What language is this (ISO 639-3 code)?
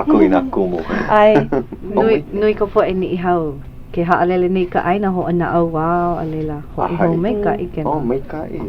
haw